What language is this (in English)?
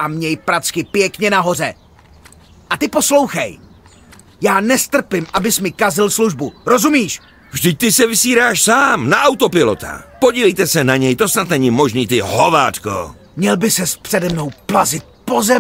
Czech